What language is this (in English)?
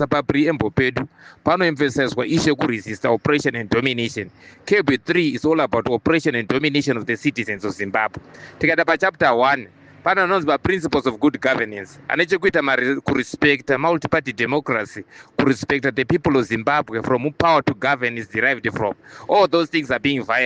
Shona